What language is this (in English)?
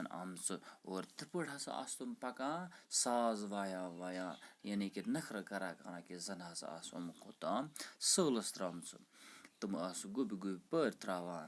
Kashmiri